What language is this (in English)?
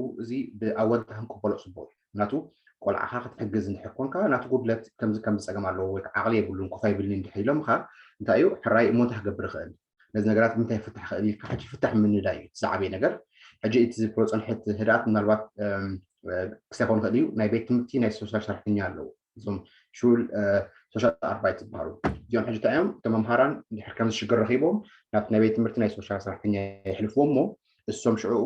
Tigrinya